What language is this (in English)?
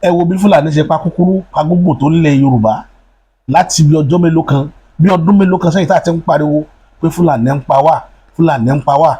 Yoruba